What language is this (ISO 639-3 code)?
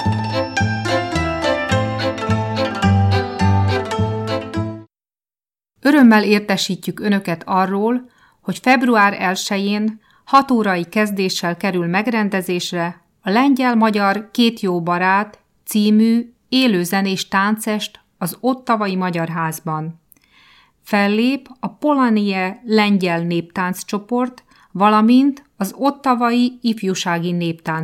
hun